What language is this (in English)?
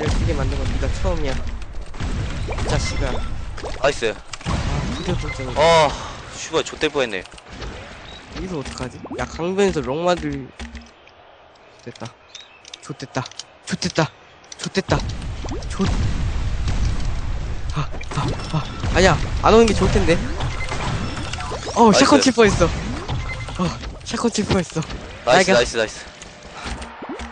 Korean